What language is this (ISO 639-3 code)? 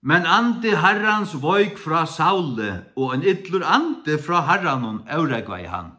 fao